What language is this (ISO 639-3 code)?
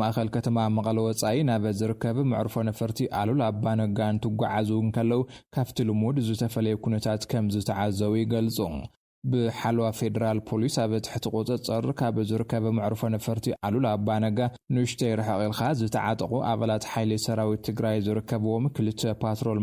tir